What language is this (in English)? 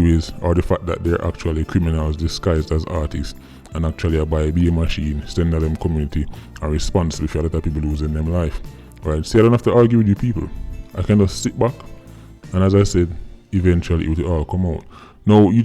Jamaican Creole English